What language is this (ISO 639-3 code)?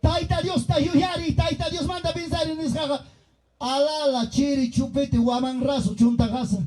quy